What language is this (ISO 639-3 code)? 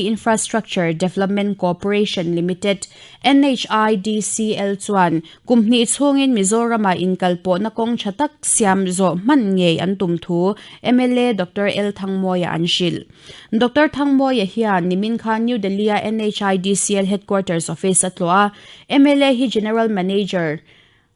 lus